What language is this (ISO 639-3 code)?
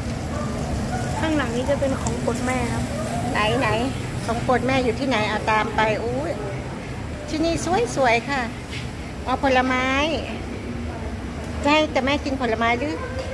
tha